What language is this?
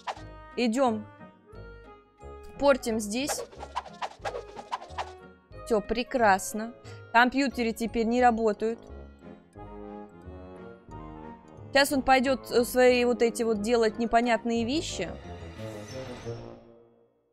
Russian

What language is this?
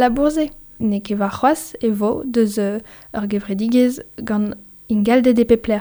Breton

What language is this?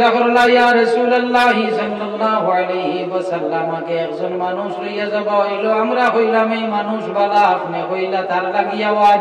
Sylheti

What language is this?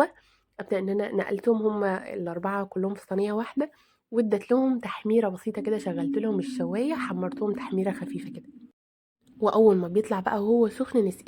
Egyptian Arabic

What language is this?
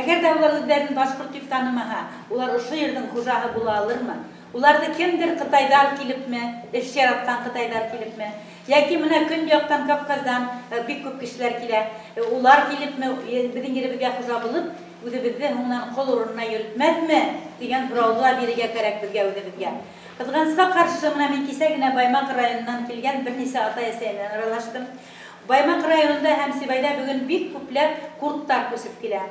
Bashkir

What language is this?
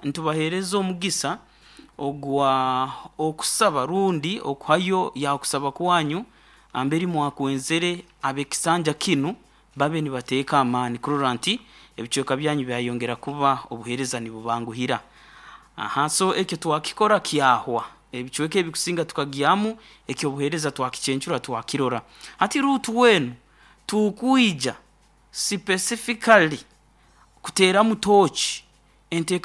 Nyoro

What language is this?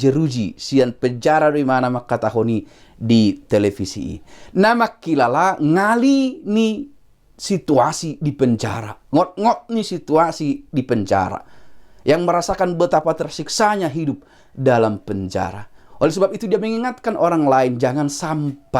Batak Toba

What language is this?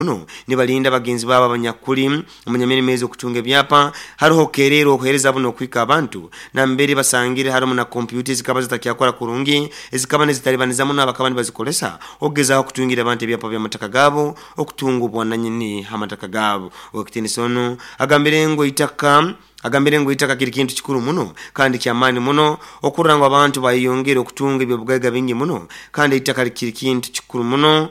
Nyoro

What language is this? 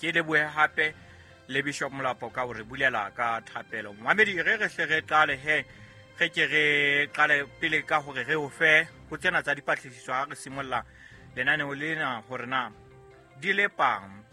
Southern Sotho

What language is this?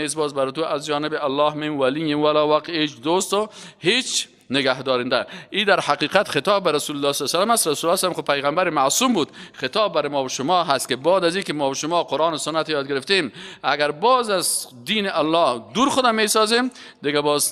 Persian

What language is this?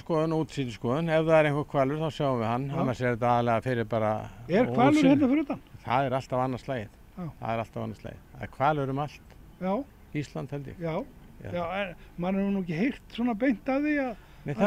Icelandic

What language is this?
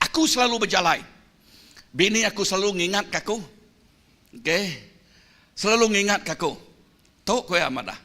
Iban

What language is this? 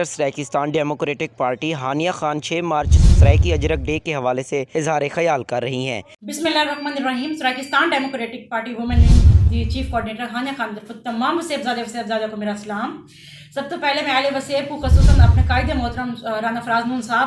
Saraiki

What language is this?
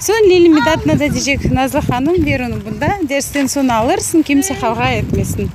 Crimean Tatar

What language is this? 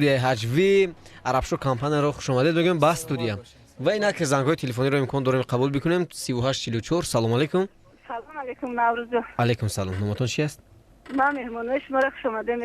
Tajik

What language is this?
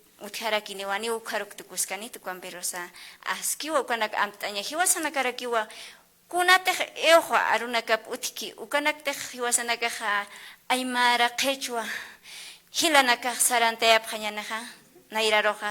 Aymara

